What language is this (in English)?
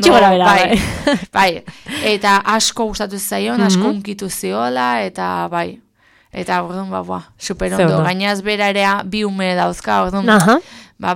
Basque